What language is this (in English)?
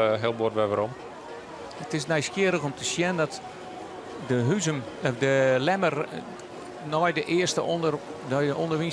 Western Frisian